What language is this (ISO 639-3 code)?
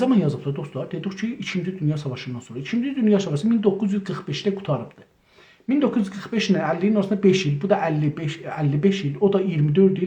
azb